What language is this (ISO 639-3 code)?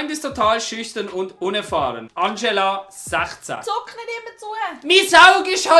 gsw